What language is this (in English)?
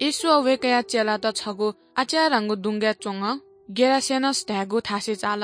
Newari